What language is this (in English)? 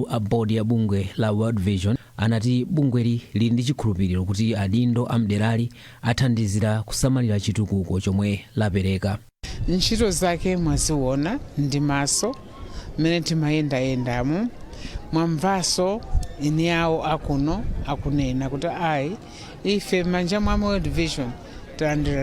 Nyanja